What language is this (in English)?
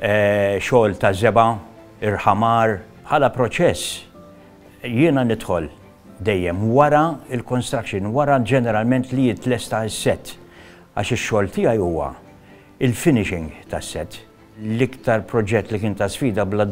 Maltese